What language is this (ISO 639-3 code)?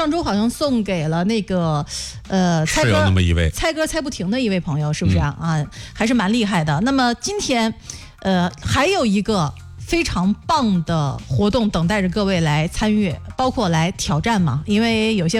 zho